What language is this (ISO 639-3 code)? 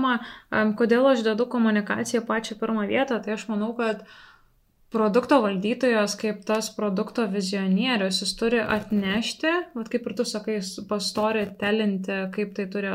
lit